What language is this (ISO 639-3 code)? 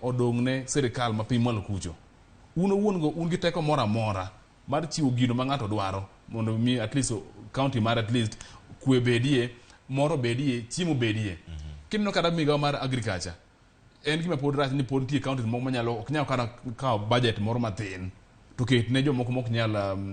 luo